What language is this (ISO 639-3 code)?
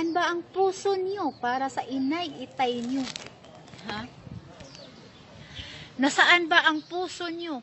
fil